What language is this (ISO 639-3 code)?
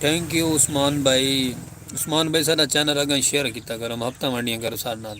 skr